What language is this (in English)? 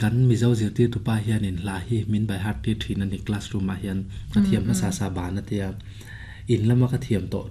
Mizo